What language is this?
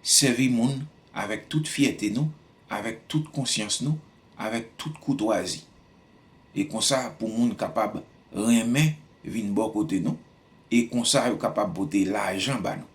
Haitian Creole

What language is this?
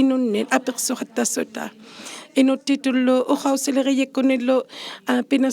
Inuktitut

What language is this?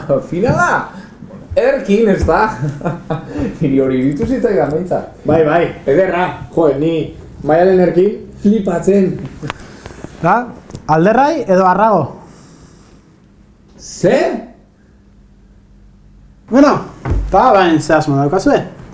Basque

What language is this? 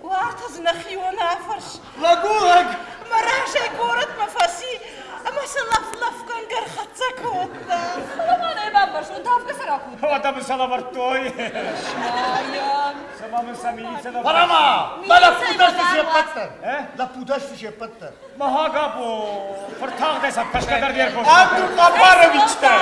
Ossetic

